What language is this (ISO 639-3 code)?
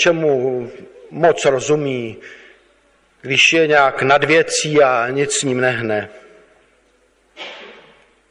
ces